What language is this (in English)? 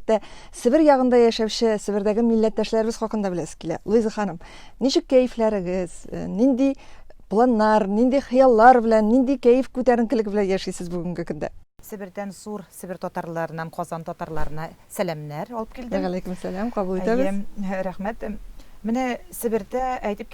Tatar